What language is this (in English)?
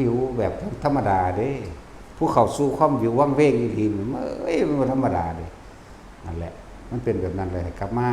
Northeastern Thai